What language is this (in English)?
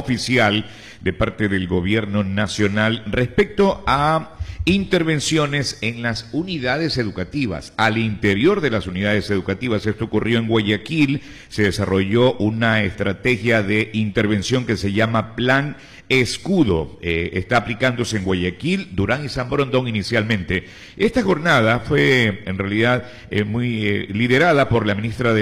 Spanish